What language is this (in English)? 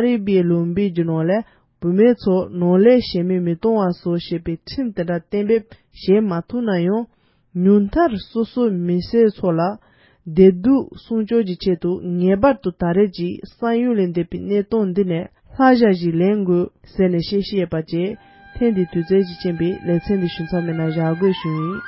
Tibetan